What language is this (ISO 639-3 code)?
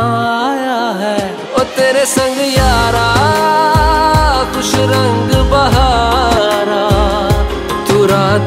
hin